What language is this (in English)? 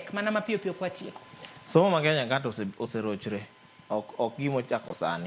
Luo (Kenya and Tanzania)